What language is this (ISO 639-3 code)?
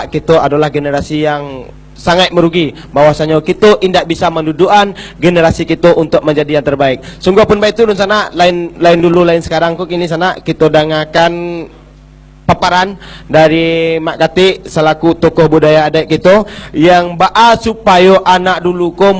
min